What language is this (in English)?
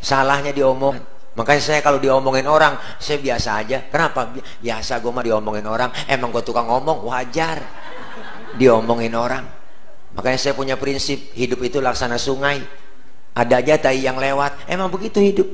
Betawi